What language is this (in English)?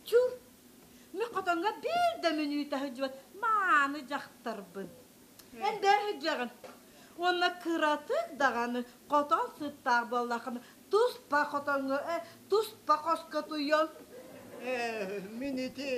Yakut